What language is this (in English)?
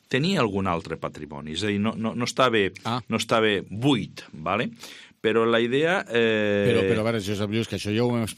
Catalan